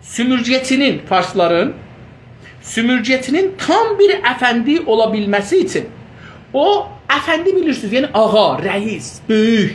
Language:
South Azerbaijani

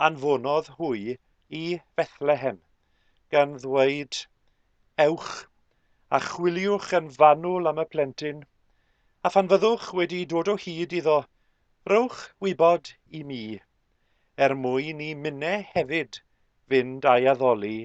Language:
Welsh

